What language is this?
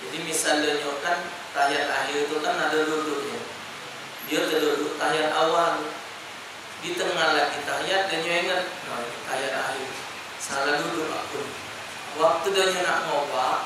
Musi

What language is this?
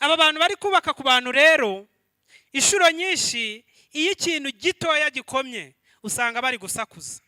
Kinyarwanda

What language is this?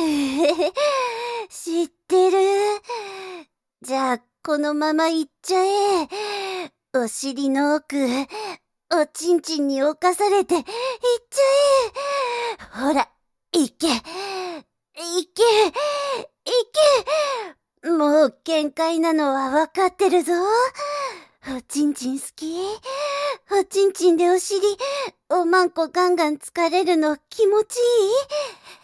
Japanese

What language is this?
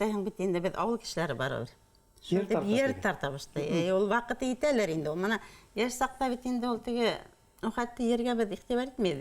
Bashkir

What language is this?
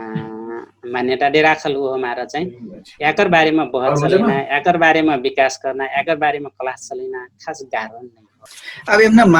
Dangaura Tharu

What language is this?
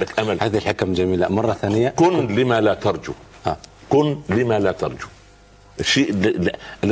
Arabic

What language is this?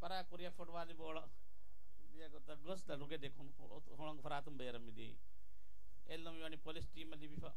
Divehi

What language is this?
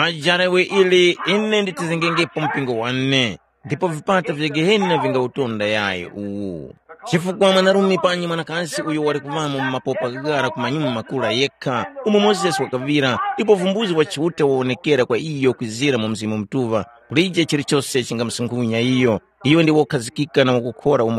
Tumbuka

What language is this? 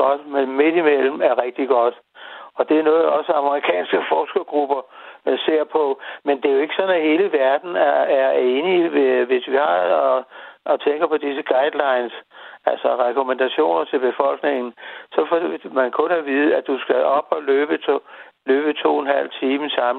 Danish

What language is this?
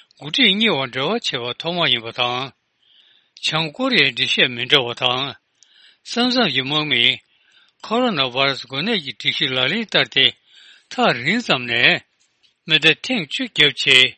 Tibetan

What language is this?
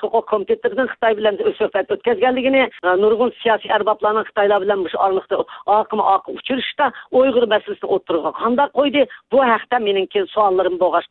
Uyghur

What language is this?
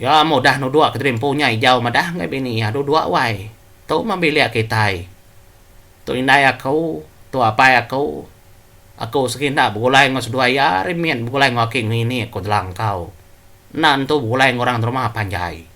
Iban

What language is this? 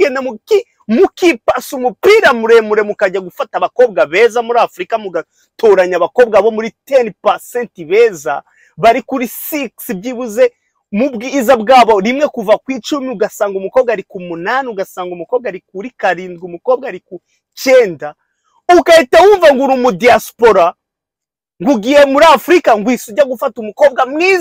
Kinyarwanda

